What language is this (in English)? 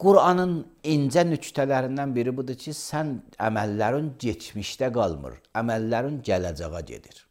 Azerbaijani